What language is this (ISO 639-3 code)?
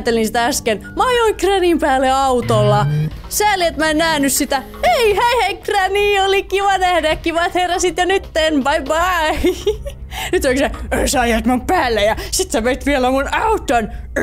fin